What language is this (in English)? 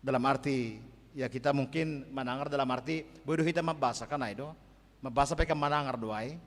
Batak Simalungun